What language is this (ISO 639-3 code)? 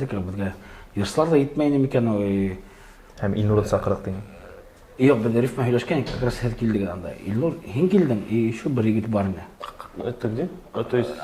bak